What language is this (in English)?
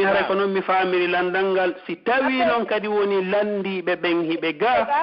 Pular